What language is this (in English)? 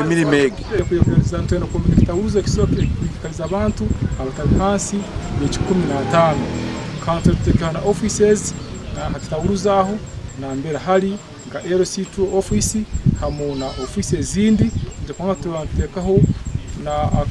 Nyankole